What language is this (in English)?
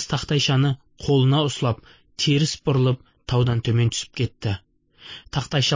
Kazakh